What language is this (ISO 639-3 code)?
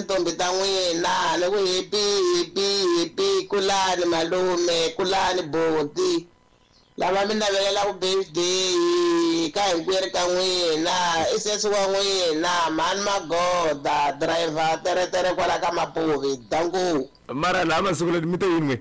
tso